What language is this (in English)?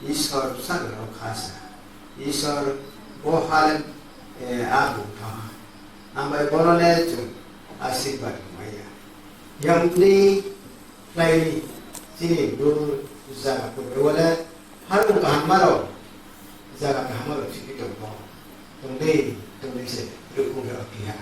Riang (India)